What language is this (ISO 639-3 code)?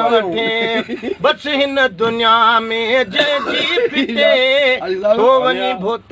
snd